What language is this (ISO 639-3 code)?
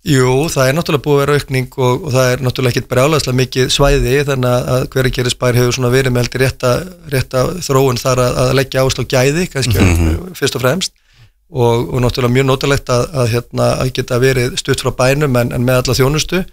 isl